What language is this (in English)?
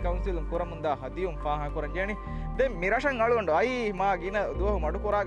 Divehi